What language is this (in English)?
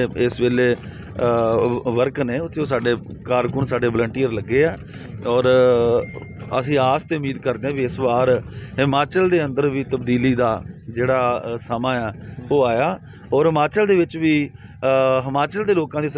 Punjabi